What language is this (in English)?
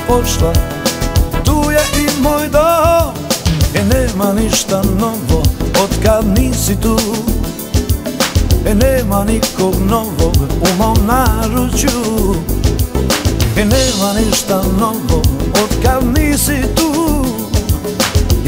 Croatian